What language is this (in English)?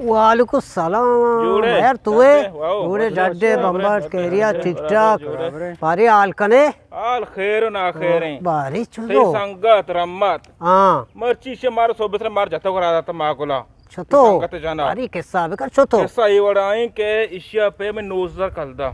Eastern Balochi